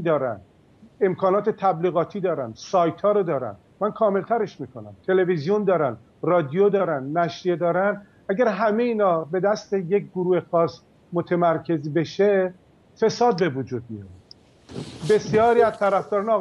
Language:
Persian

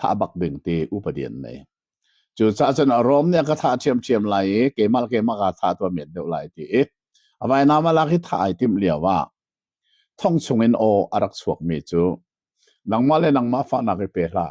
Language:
Hakha Chin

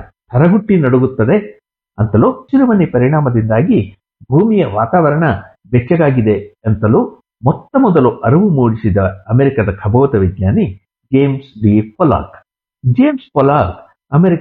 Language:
Kannada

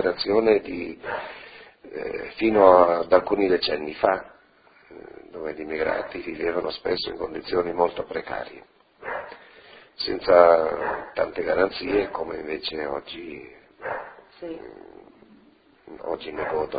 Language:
Italian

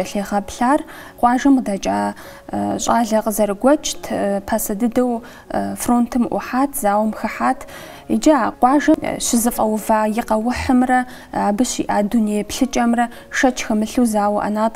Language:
Kabardian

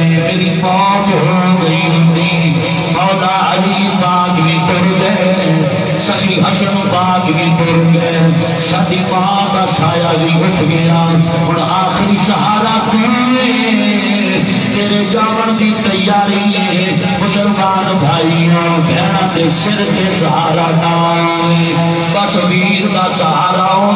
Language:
Saraiki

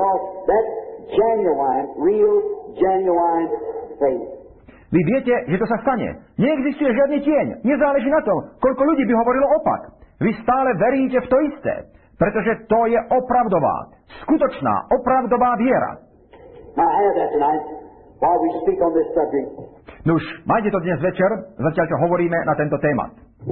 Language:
Slovak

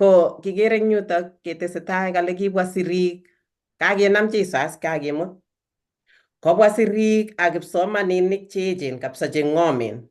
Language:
Kalenjin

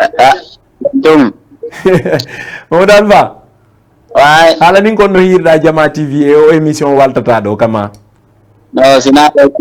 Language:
Fula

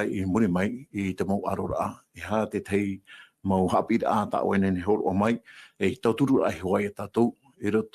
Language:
Tahitian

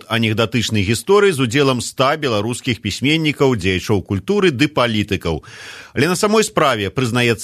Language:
Belarusian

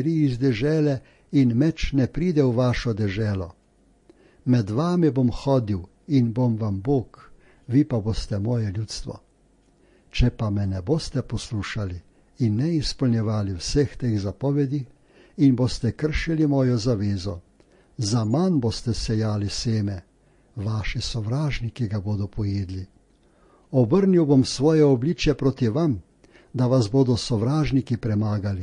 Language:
Slovenian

